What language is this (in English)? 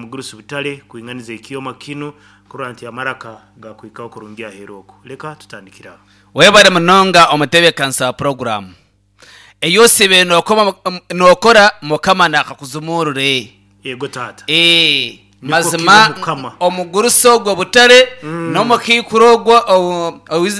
Nyankole